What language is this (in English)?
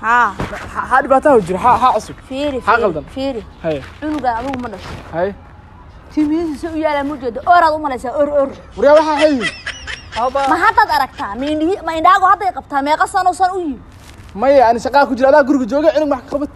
Somali